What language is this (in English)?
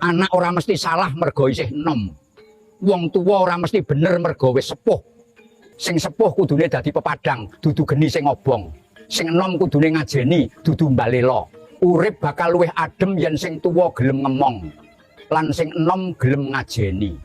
Javanese